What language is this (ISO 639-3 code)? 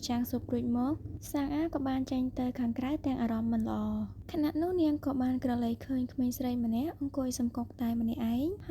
khm